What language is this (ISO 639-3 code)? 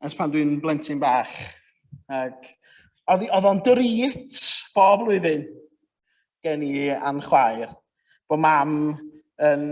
cym